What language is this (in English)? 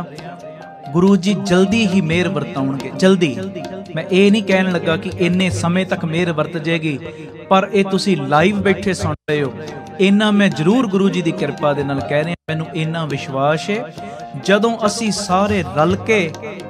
Punjabi